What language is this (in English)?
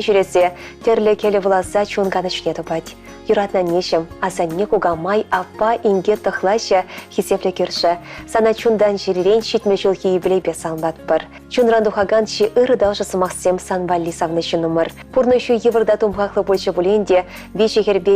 Chuvash